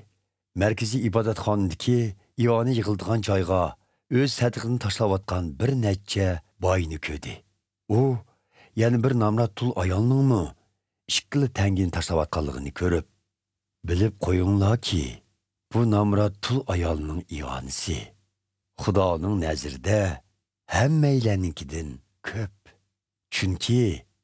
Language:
Uyghur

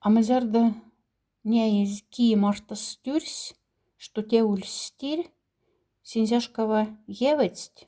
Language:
Moksha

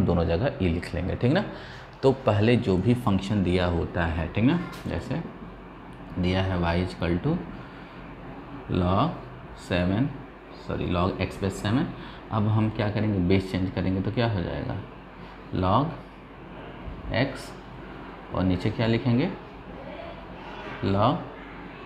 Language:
Hindi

